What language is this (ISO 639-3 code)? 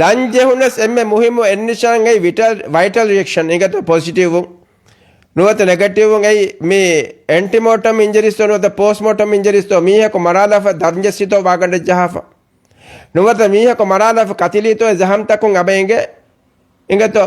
div